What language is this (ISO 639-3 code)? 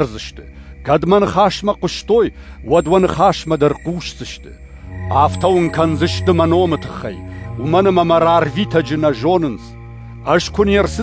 oss